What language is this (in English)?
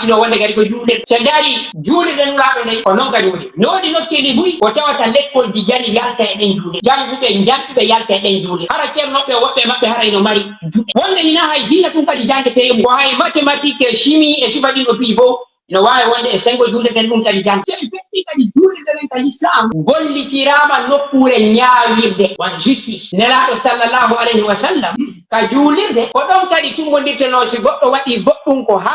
Fula